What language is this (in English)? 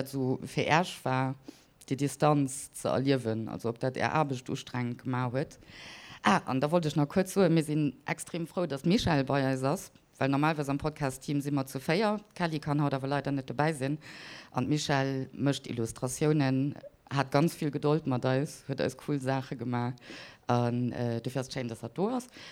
Luxembourgish